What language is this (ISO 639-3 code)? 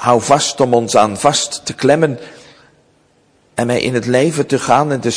nld